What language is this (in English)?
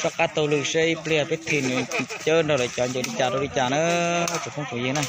Hmong